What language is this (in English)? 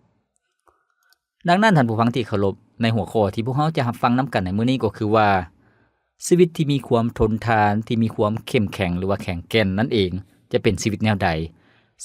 Lao